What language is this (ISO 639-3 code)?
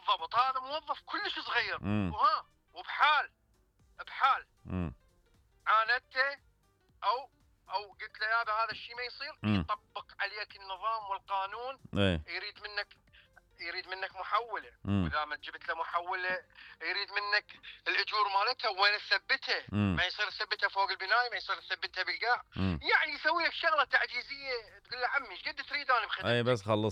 acm